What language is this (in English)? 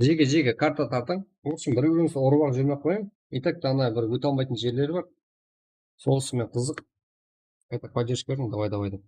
Kara-Kalpak